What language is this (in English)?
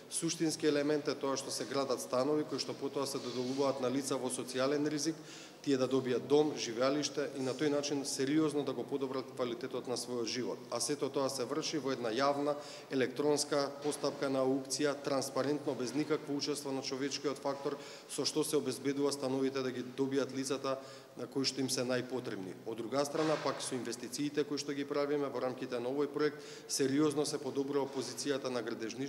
Macedonian